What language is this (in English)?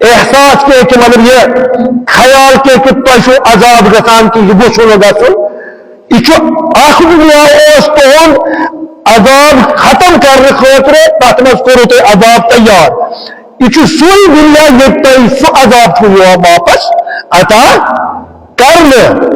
Kashmiri